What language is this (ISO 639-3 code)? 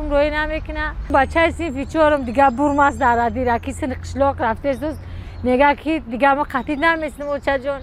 tgk